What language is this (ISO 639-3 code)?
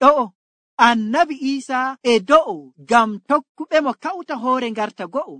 fuv